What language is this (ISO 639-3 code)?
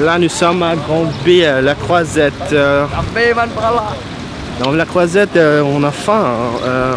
mfe